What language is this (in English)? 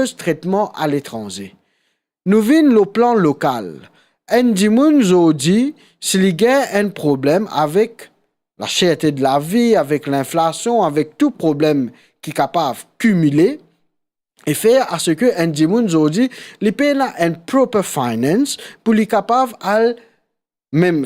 Morisyen